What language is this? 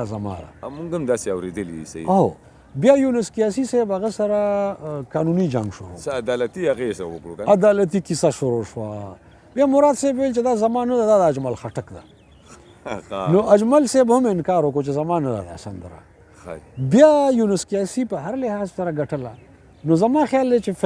Pashto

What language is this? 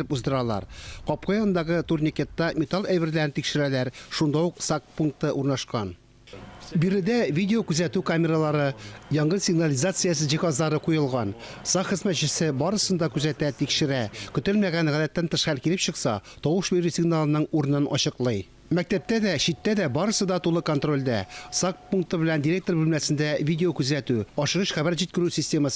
Tatar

